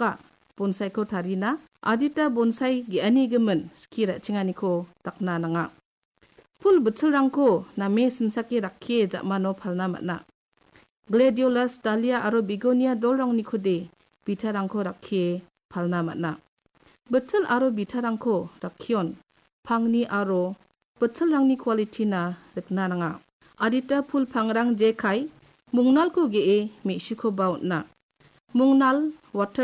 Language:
Garo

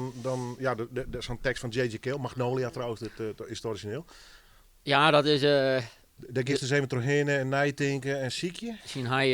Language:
Western Frisian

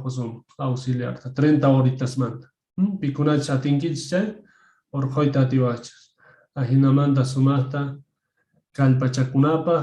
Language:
Quechua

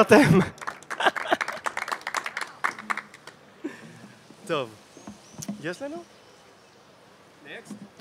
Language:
Hebrew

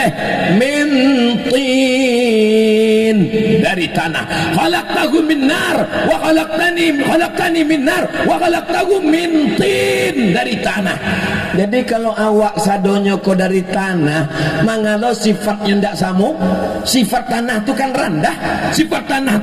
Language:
Minangkabau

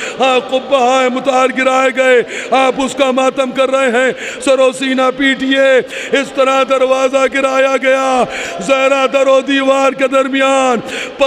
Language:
Urdu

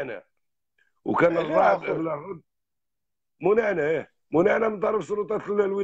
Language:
Algerian Arabic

